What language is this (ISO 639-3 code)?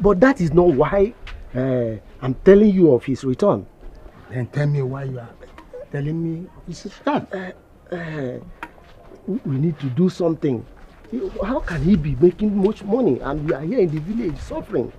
pcm